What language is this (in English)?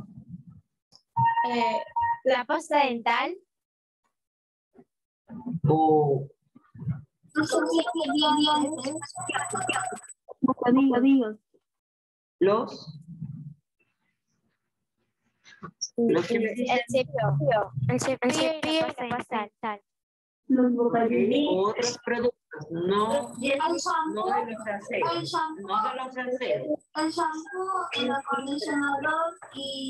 Spanish